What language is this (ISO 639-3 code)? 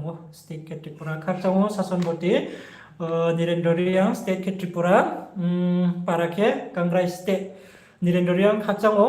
ria